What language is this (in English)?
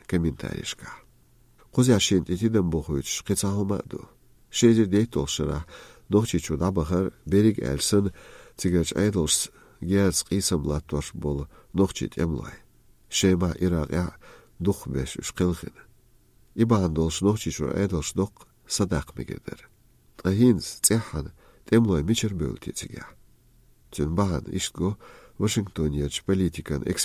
Chechen